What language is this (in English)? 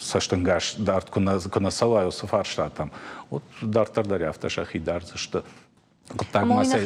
Ossetic